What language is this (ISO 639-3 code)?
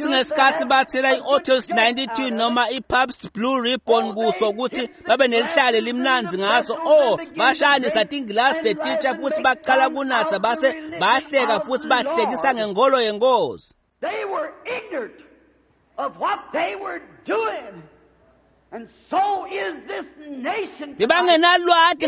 ssw